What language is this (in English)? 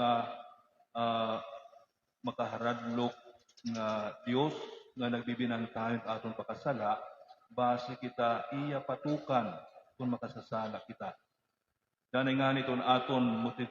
Waray